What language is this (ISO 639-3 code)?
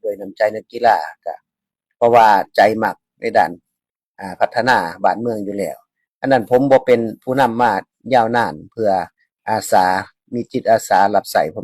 lao